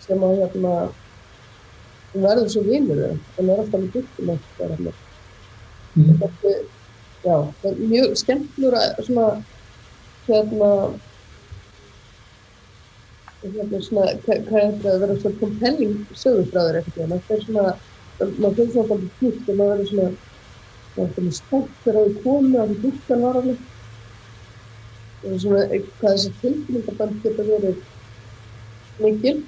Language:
Icelandic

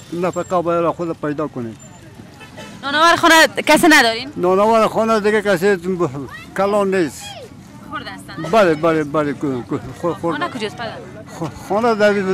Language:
Persian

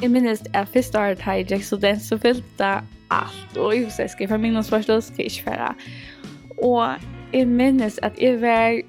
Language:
Faroese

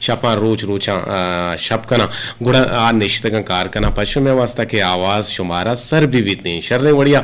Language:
Eastern Balochi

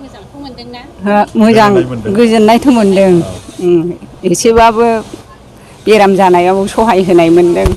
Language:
Bodo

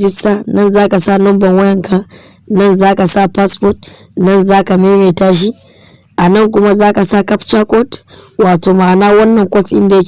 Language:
Hausa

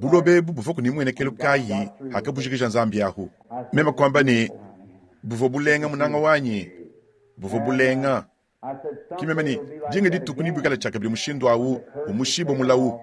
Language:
Luba-Lulua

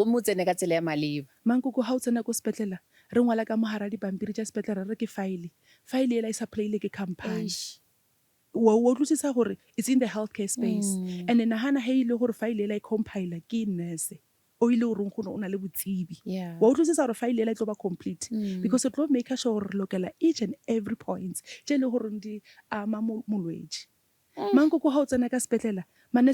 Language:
Northern Sotho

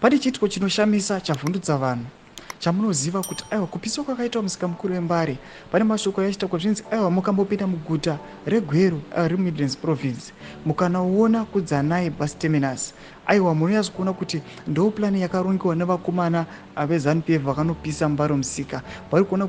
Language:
Shona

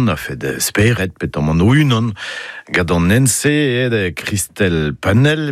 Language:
Breton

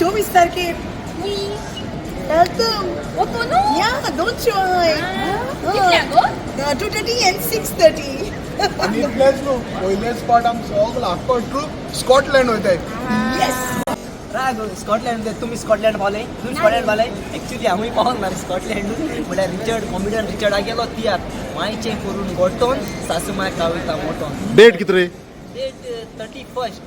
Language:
Konkani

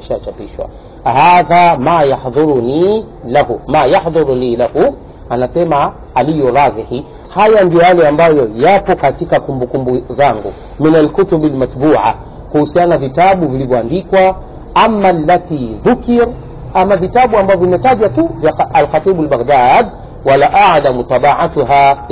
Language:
Swahili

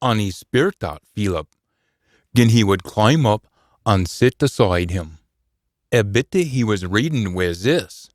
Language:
Scots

